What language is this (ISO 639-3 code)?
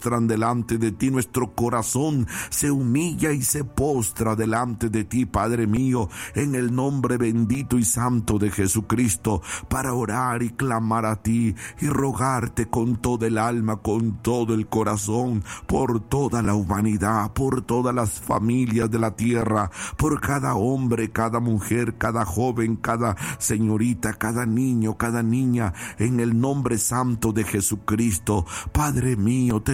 spa